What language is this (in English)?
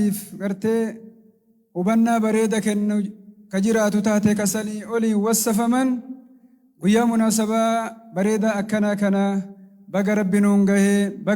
Oromo